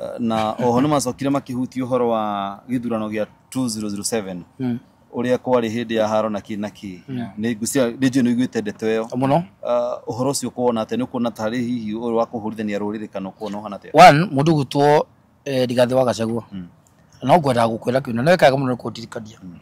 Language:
Kikuyu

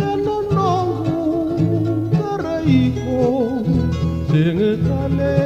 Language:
Fijian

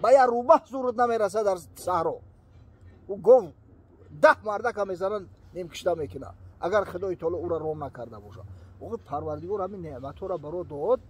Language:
Tajik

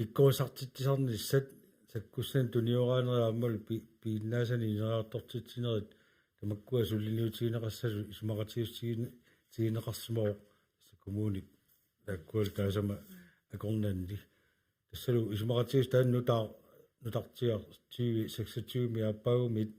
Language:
Kalaallisut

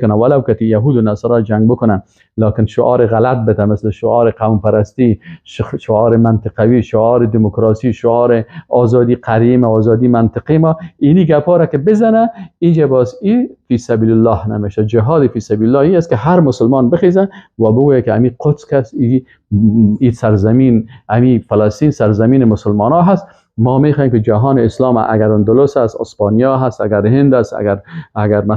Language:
Persian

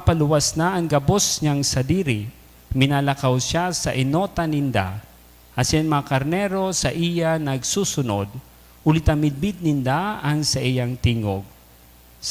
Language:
Bikol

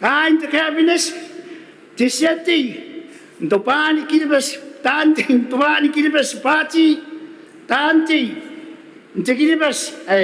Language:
Gilbertese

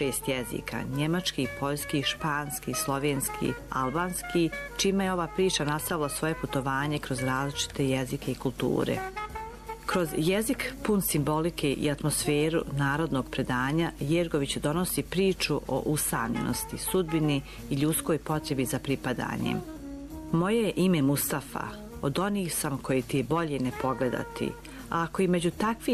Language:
Bosnian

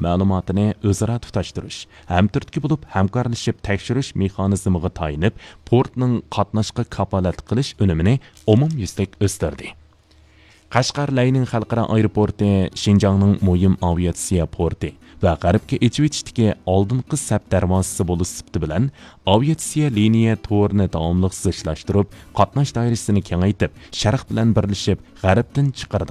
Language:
Uyghur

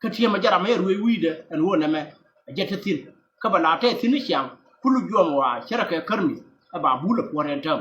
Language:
Nuer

